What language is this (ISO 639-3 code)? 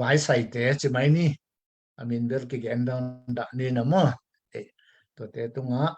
ctd